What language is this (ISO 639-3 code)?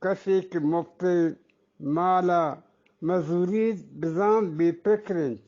bgp